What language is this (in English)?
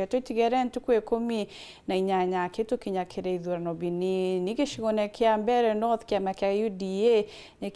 Meru